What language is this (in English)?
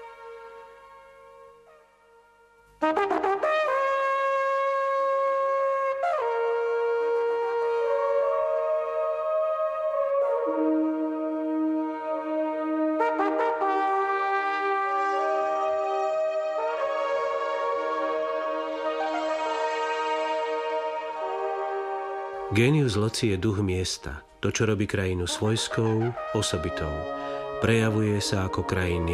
Slovak